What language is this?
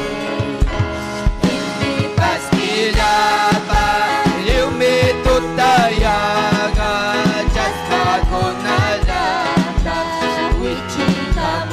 Ayacucho Quechua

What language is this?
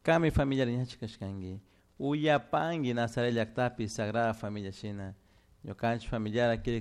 Chimborazo Highland Quichua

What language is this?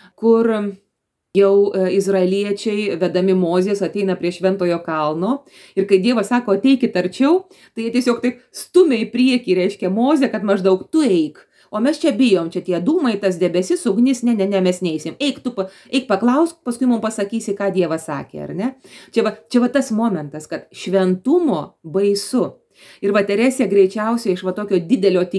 Lithuanian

